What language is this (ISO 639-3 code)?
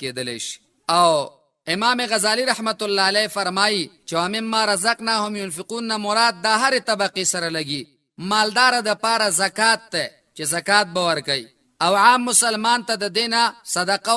pus